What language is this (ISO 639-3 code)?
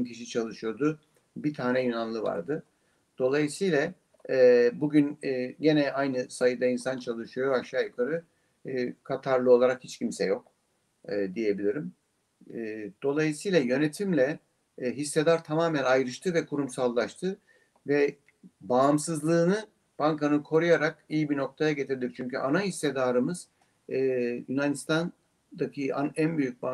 tur